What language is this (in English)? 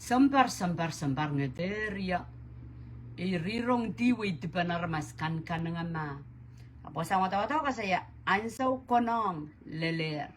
Pohnpeian